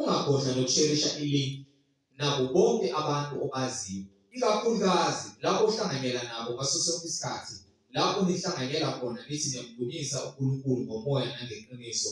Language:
Zulu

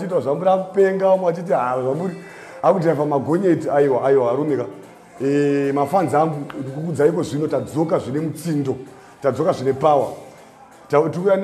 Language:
Shona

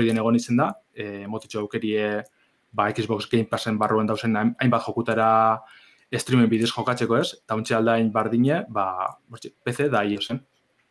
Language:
Basque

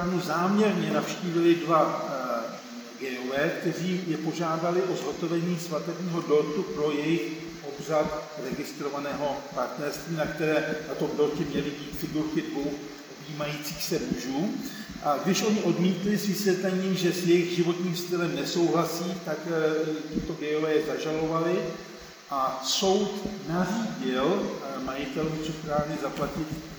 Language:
Czech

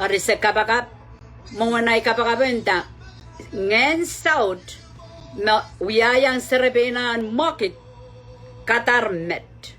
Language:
Pohnpeian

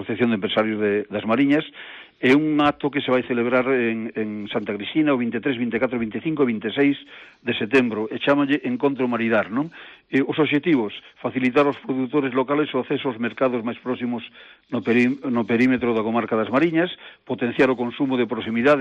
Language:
Galician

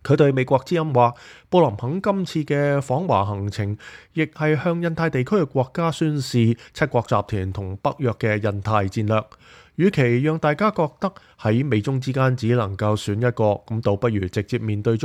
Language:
Cantonese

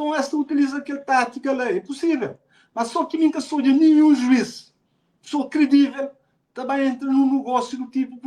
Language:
Kabuverdianu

